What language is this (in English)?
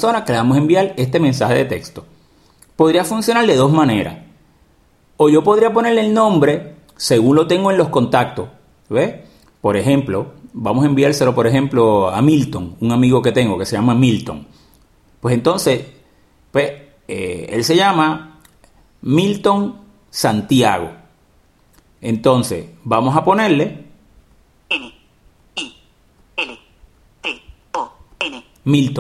Spanish